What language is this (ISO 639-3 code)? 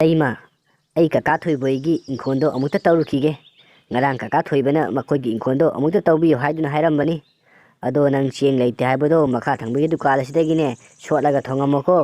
mni